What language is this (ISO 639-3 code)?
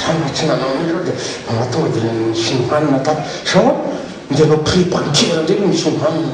mlg